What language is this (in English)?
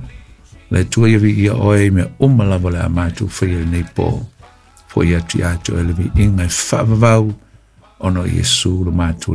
Samoan